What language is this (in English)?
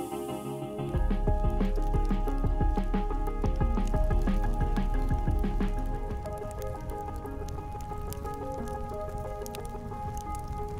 Kalaallisut